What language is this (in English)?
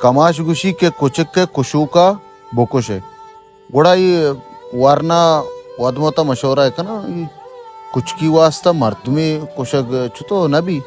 Baluchi